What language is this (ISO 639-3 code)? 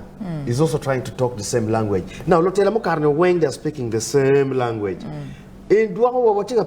ach